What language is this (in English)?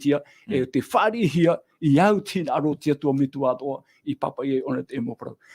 Tahitian